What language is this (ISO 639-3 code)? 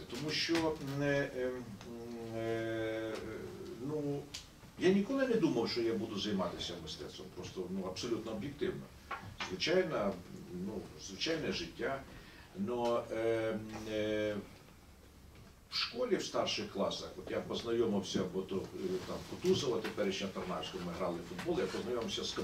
ukr